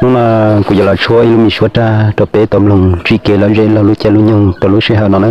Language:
Hmong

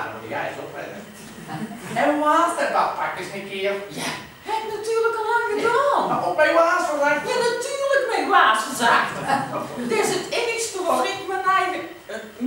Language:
Dutch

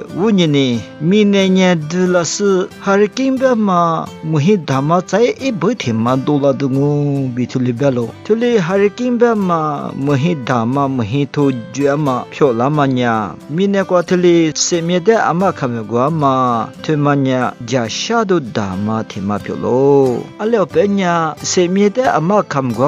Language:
Lisu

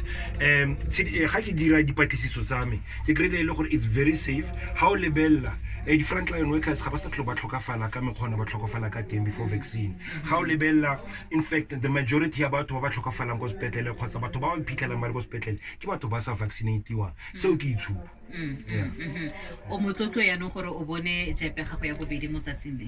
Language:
Tswana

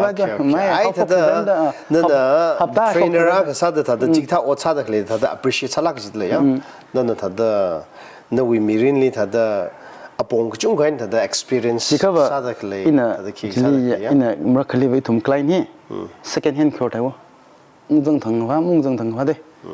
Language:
Tangkhul Naga (India)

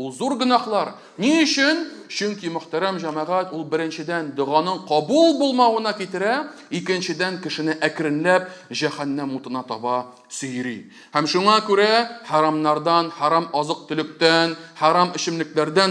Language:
Tatar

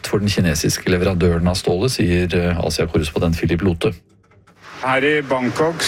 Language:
Norwegian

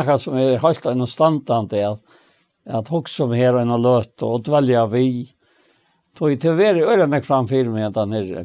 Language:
Faroese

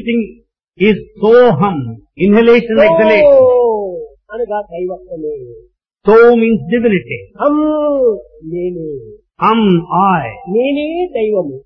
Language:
Telugu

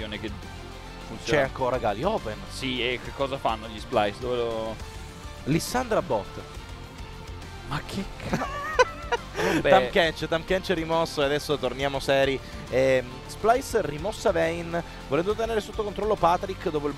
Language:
Italian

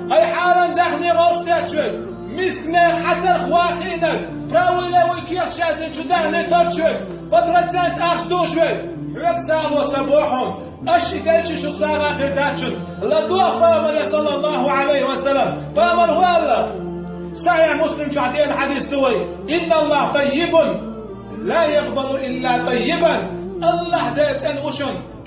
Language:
Chechen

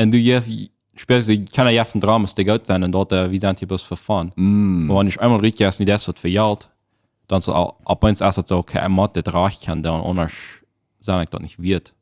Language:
Plautdietsch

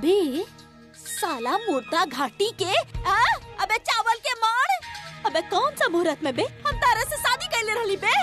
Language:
Bhojpuri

